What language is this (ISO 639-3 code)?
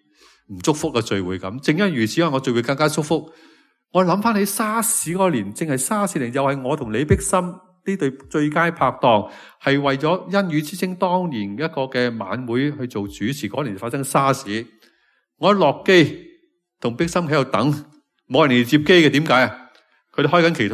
yue